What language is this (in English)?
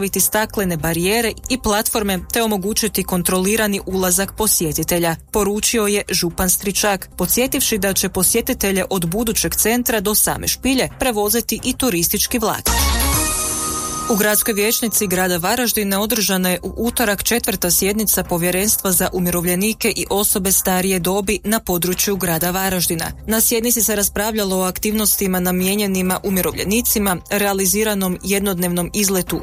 Croatian